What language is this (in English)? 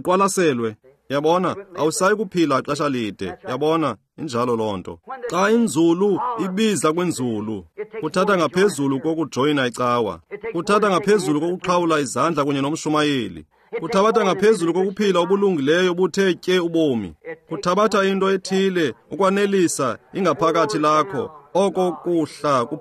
Xhosa